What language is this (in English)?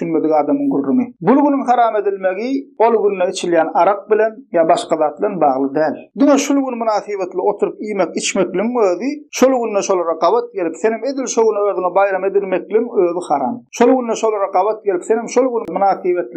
Turkmen